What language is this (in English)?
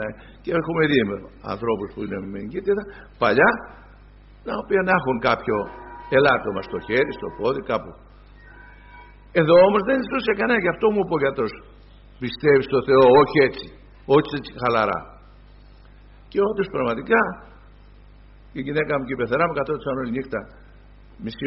Greek